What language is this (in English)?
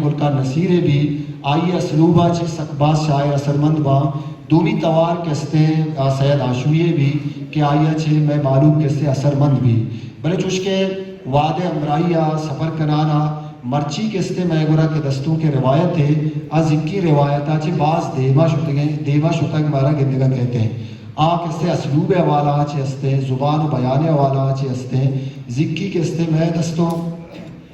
Baluchi